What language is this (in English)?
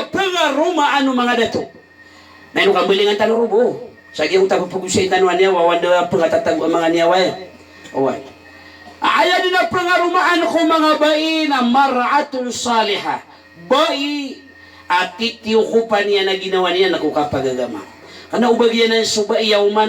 Maranao